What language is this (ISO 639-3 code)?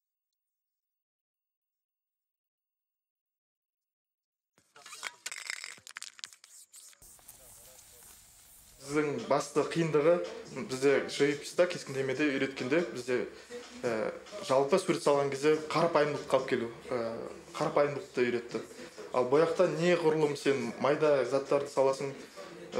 kaz